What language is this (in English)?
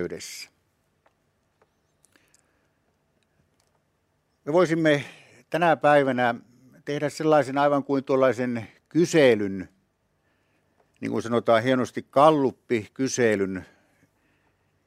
Finnish